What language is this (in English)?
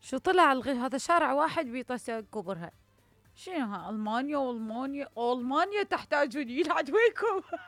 Mesopotamian Arabic